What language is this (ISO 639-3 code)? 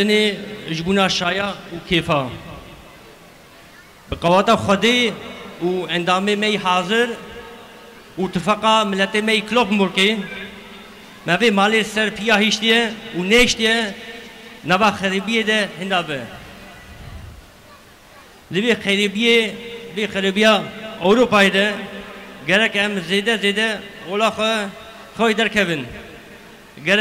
kur